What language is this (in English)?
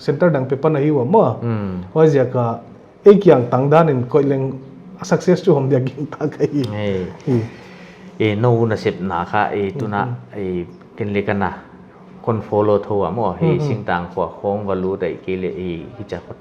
Paite Chin